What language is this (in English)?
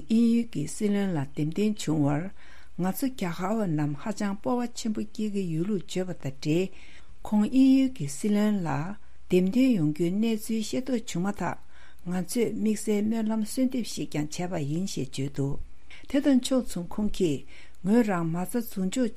Tibetan